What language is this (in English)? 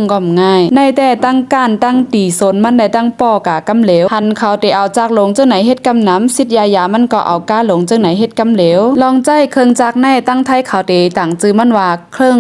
Shan